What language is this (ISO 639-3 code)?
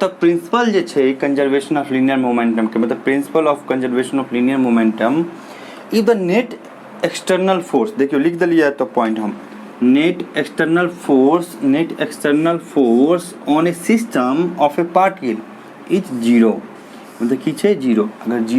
mai